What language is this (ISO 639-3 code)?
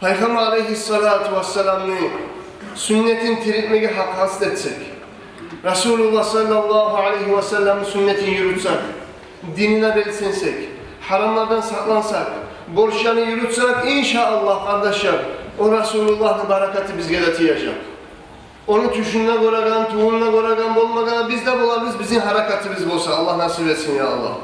kum